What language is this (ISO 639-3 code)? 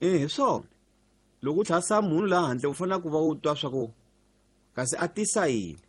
tso